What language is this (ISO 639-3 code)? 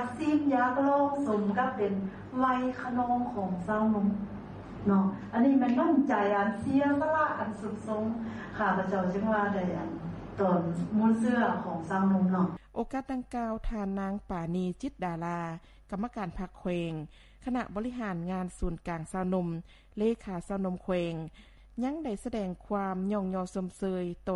lao